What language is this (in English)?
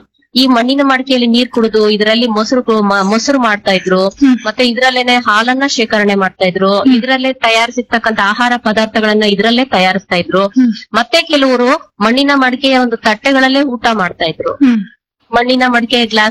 Kannada